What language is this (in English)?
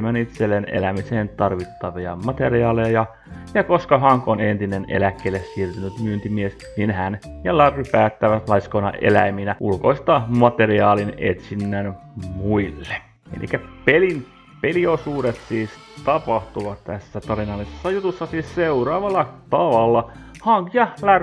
Finnish